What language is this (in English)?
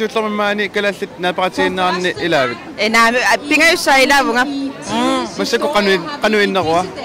Kalaallisut